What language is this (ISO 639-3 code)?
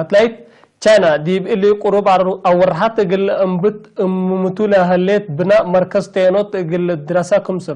tig